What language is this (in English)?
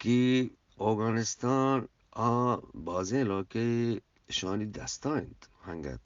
Eastern Balochi